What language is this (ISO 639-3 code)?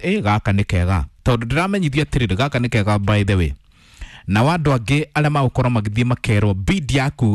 kik